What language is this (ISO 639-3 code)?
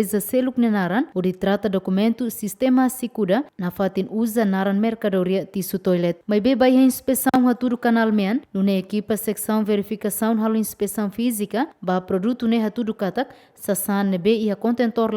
tet